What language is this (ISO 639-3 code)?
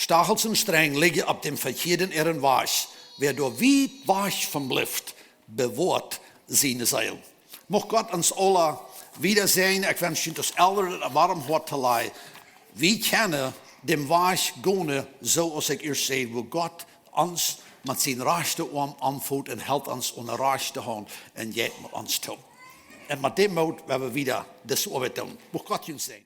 pdt